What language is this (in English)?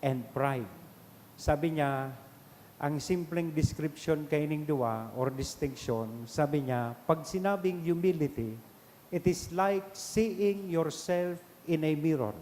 Bikol